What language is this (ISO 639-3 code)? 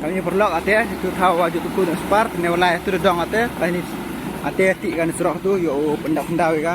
kha